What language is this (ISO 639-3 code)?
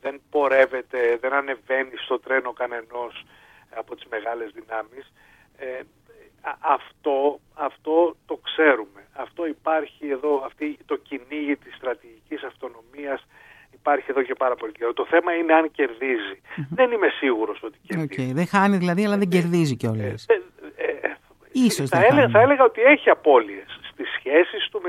ell